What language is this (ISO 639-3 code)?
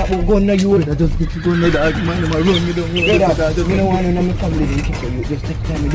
jam